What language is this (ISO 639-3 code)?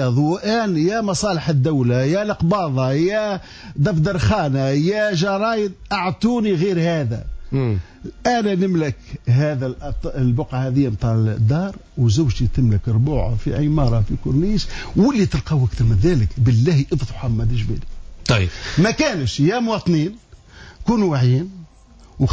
aeb